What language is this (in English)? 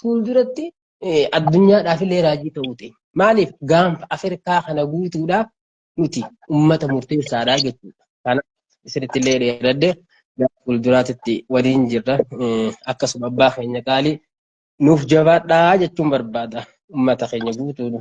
Oromo